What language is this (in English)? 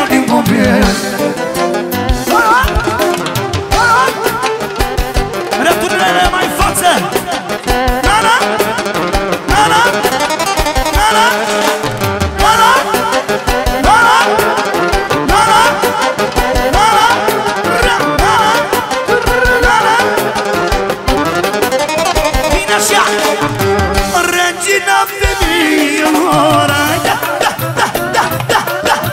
Romanian